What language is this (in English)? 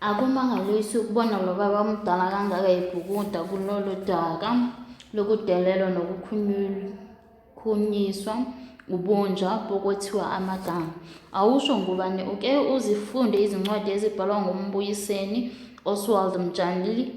Zulu